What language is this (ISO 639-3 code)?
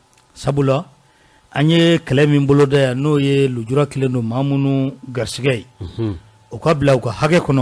bam